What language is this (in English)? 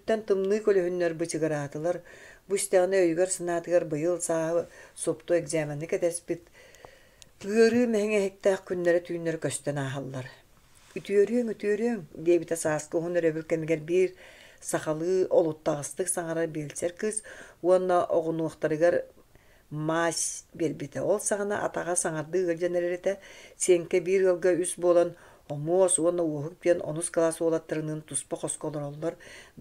Yakut